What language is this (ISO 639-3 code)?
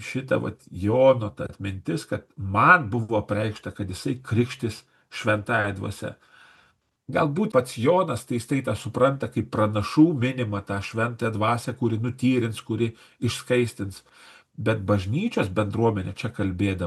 lit